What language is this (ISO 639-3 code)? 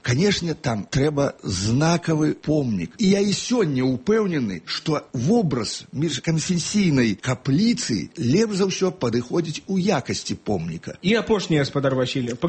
bel